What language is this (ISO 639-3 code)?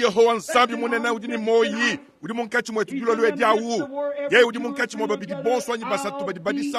lua